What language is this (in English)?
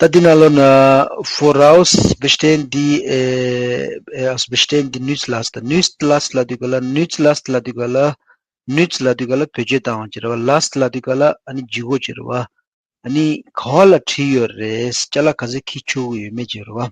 Tibetan